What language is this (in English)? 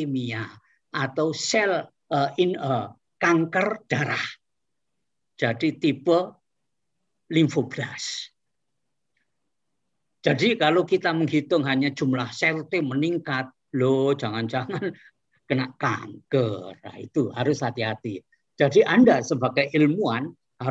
Indonesian